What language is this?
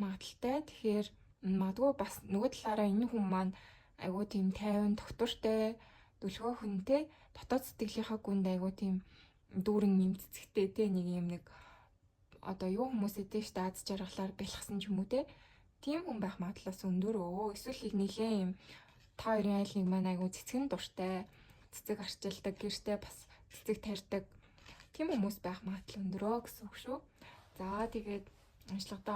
Mongolian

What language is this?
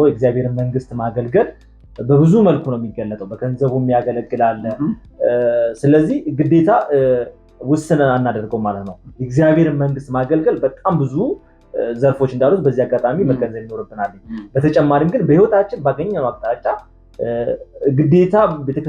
Amharic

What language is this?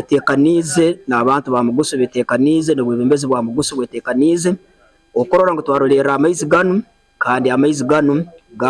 Nyankole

